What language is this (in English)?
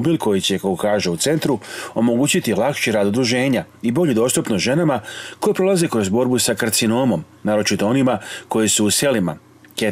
Serbian